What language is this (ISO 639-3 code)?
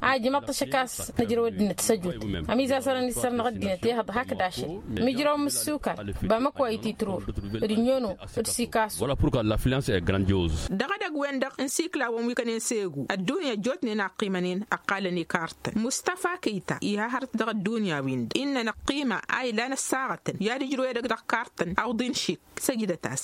taq